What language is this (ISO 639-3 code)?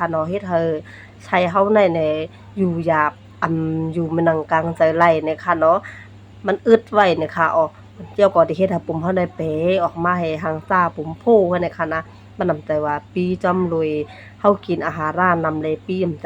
shn